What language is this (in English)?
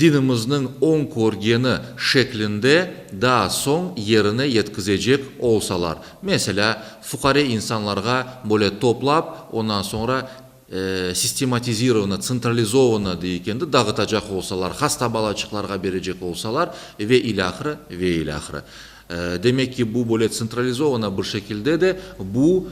Crimean Tatar